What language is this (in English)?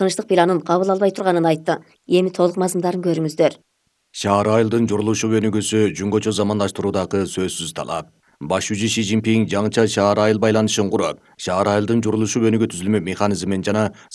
Kyrgyz